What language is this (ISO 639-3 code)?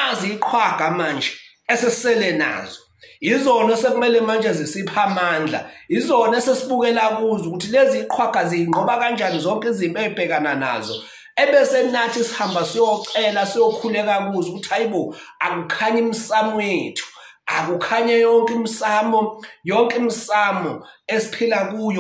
zul